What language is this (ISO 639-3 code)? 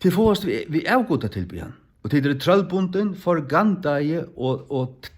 fao